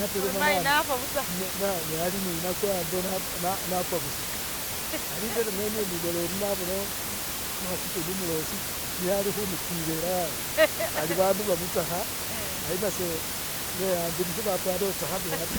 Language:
Masaaba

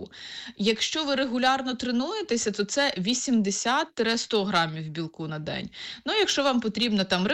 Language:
Ukrainian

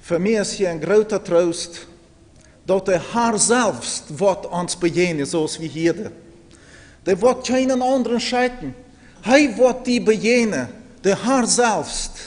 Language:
Plautdietsch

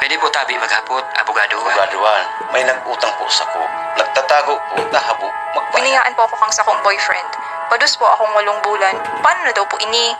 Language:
Bikol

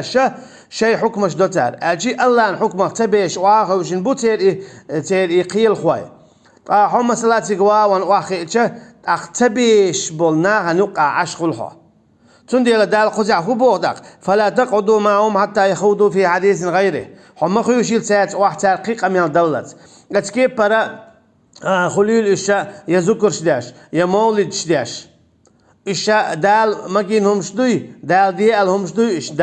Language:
Chechen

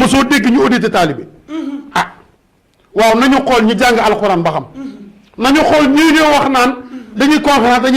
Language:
Wolof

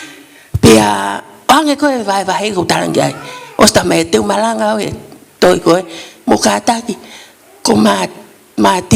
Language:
Tongan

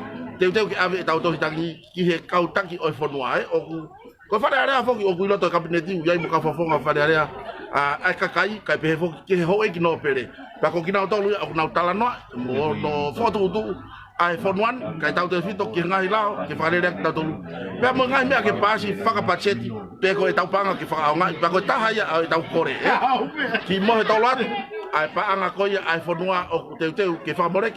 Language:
Tongan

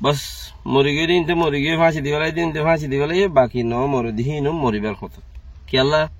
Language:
Rohingya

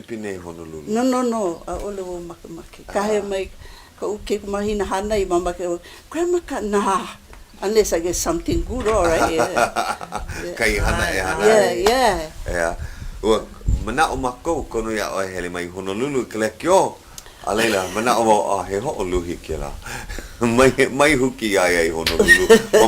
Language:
Hawaiian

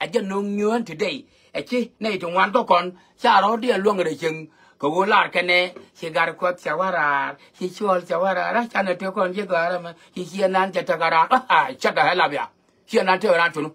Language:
Nuer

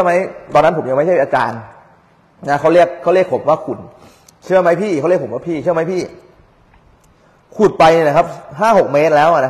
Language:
Thai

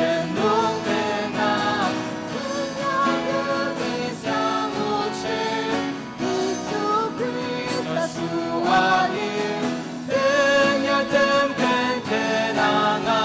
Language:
Ao Naga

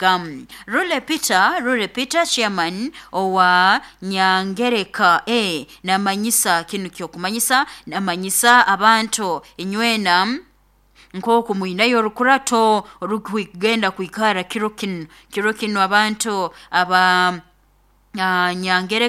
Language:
Nyoro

